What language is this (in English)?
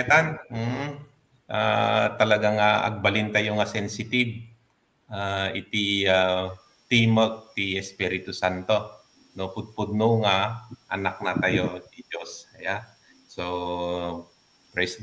Iloko